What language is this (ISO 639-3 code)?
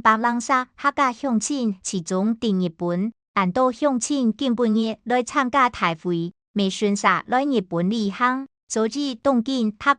hak